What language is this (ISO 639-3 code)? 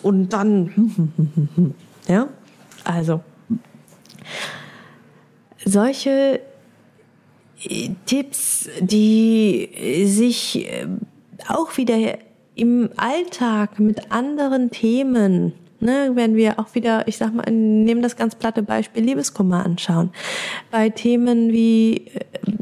deu